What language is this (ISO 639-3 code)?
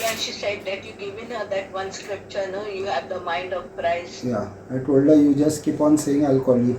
kok